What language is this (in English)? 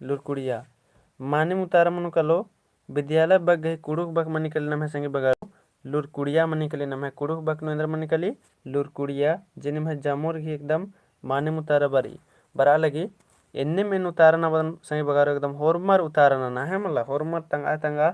Kurukh